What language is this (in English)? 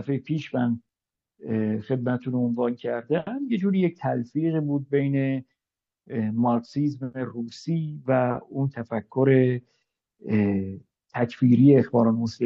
Persian